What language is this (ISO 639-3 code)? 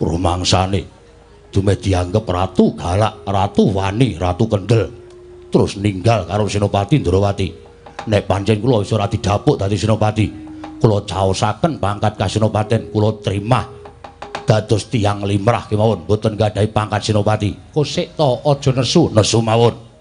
jav